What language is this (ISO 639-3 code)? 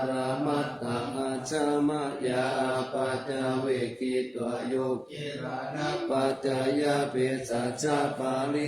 pli